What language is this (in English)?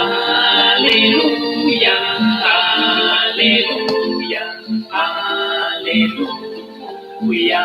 Kekchí